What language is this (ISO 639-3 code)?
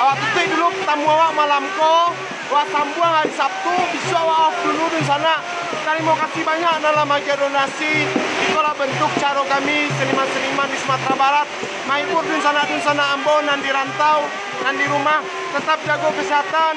min